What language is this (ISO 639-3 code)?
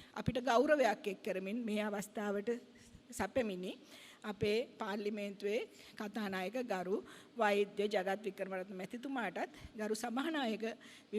sin